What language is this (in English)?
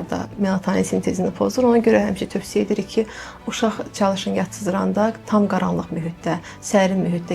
Azerbaijani